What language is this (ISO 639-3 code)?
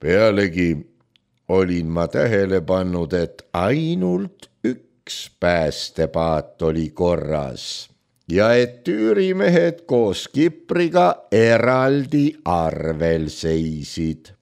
est